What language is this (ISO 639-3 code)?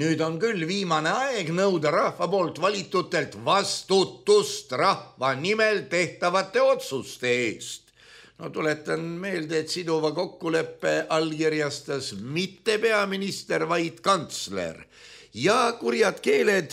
est